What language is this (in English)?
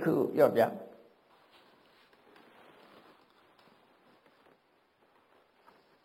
Burmese